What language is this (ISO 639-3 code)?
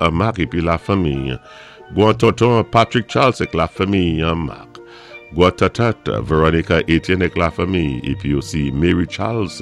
acf